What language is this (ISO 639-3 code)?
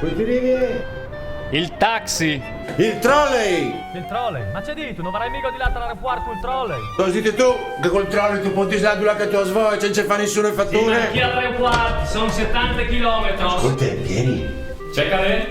fur